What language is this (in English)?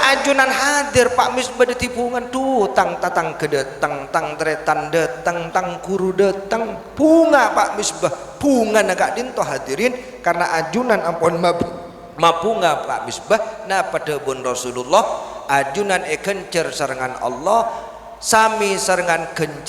Madurese